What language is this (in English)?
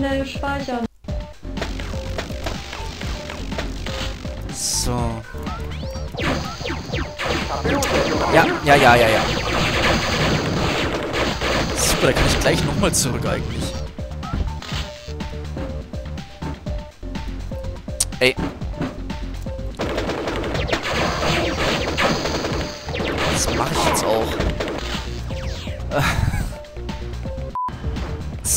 German